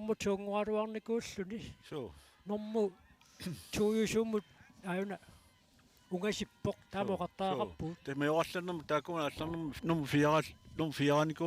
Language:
Kalaallisut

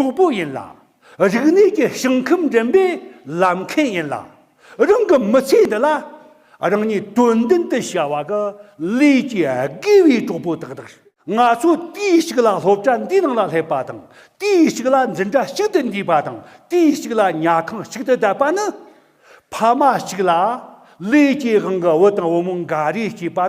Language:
Tibetan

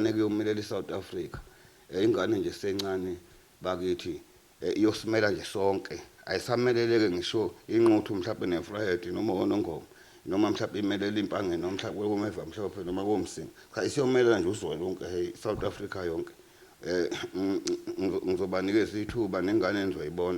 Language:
Zulu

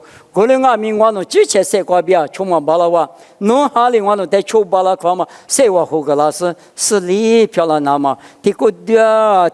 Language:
Lisu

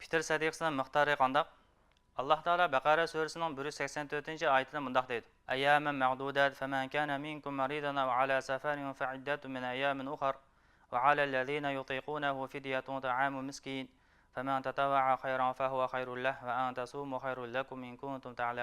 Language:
Uyghur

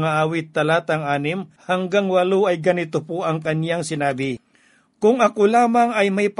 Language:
Filipino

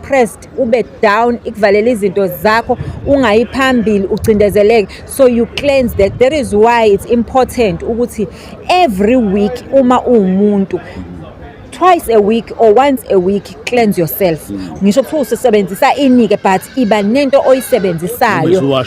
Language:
Zulu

